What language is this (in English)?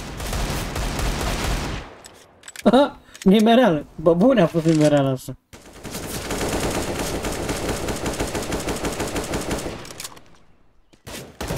Romanian